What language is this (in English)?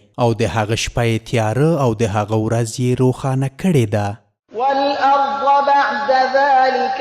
Pashto